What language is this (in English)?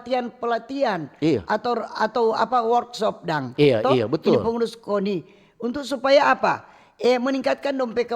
Manado Malay